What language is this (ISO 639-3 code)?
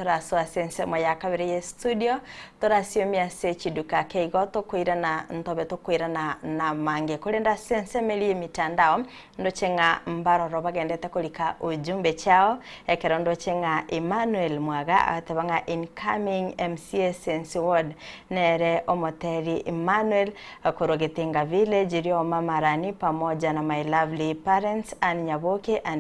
guz